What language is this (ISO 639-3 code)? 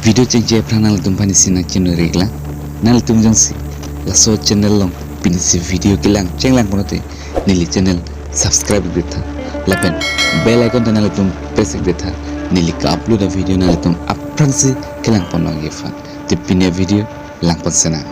mjw